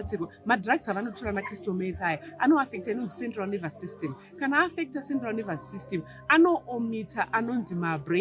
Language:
Shona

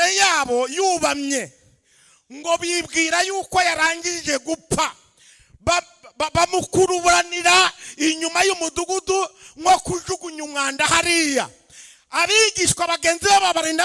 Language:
Kinyarwanda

